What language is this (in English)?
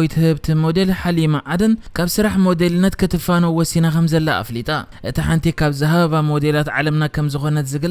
Tigrinya